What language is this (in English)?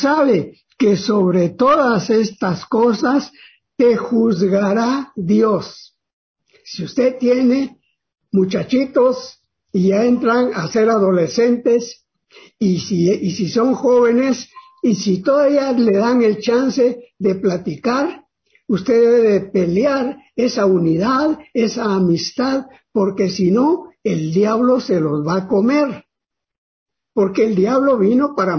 Spanish